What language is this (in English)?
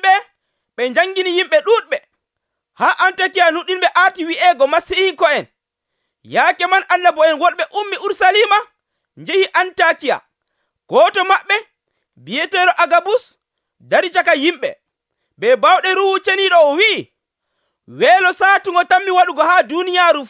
Nigerian Fulfulde